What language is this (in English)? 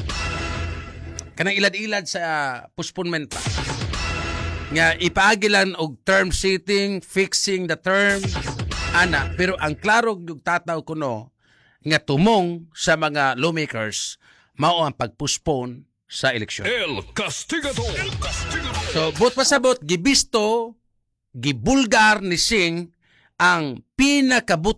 Cebuano